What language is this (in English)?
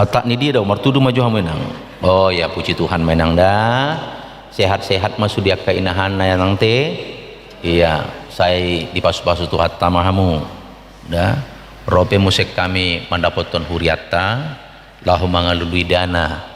Batak Toba